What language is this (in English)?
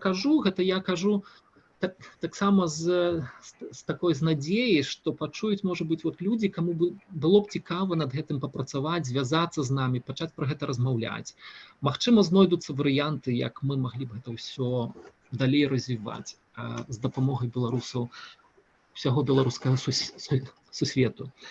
Belarusian